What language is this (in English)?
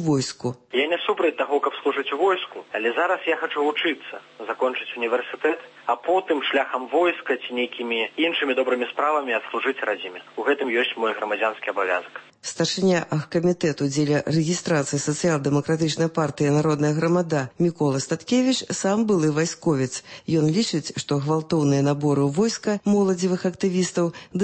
Belarusian